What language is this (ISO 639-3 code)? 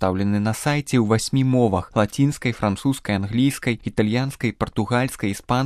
bel